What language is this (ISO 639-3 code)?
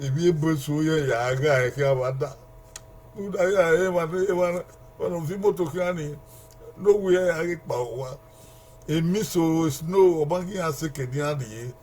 bin